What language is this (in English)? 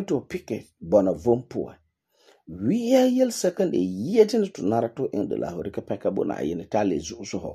Frafra